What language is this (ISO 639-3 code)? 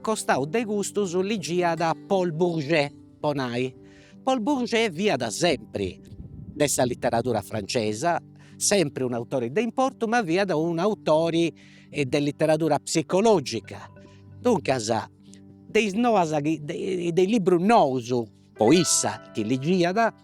srd